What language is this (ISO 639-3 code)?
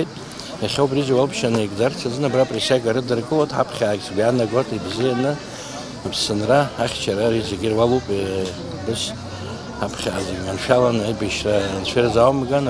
abk